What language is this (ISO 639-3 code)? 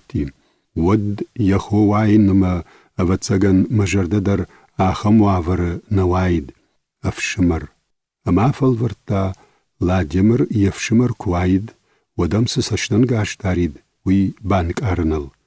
oss